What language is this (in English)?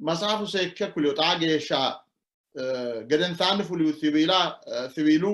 Sidamo